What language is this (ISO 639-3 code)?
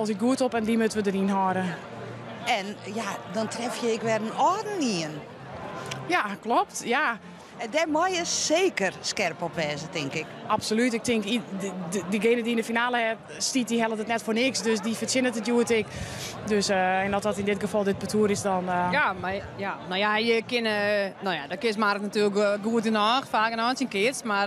fry